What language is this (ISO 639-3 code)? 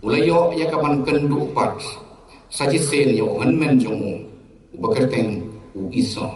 kha